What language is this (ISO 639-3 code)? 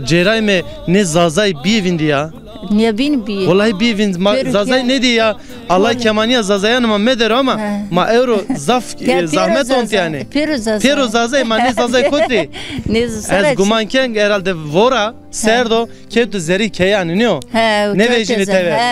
zza